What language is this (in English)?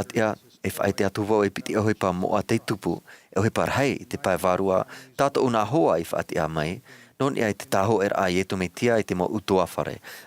Tahitian